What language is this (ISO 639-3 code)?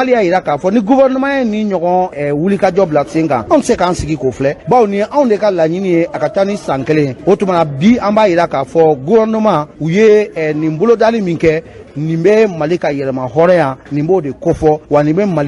bam